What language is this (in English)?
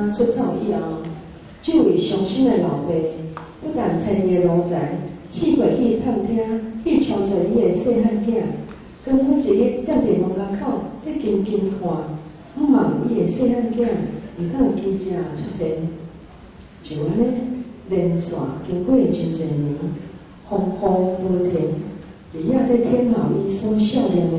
Min Nan Chinese